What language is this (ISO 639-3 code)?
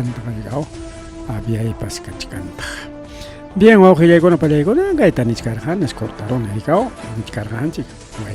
quy